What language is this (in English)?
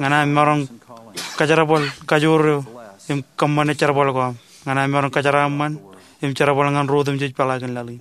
Marshallese